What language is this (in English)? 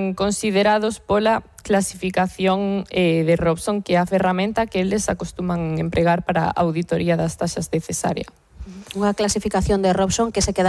Galician